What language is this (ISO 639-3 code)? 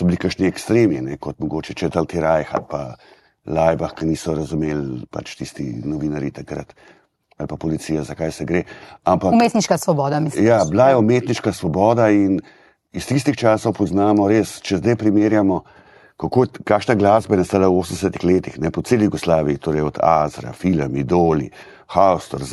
slv